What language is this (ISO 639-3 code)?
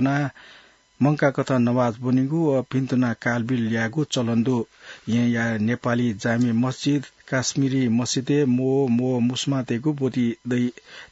new